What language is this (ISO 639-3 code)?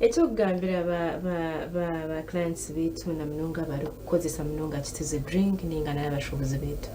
nyn